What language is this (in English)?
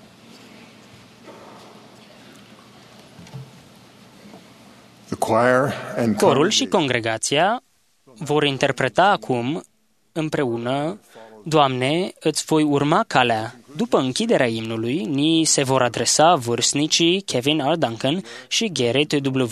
Romanian